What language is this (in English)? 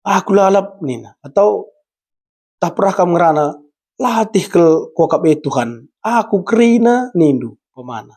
Batak Karo